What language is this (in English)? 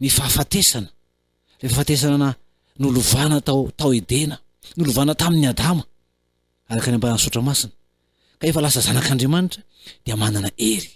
Malagasy